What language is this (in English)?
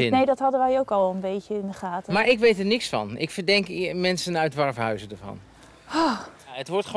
Dutch